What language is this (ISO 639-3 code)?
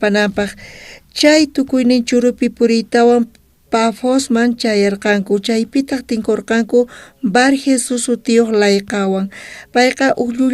quh